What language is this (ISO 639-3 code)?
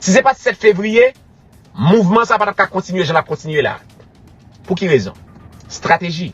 hat